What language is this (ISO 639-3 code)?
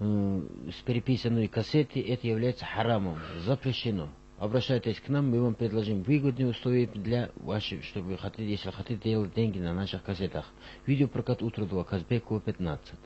kum